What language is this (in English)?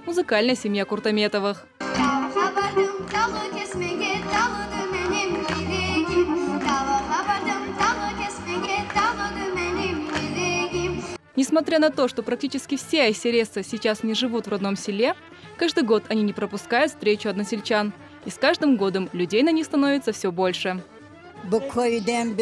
Crimean Tatar